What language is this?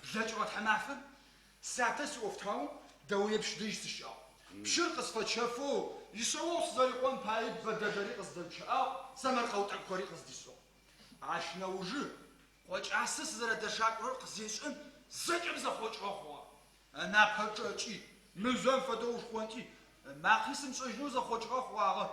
Adyghe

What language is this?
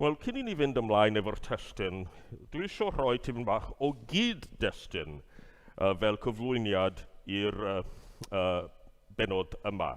Welsh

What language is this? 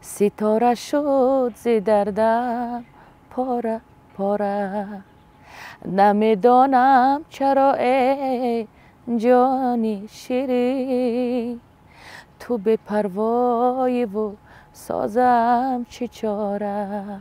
Tajik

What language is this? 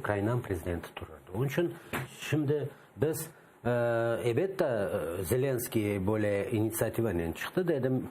Crimean Tatar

